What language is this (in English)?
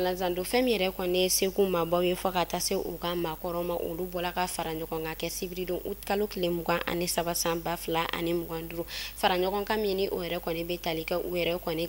Bambara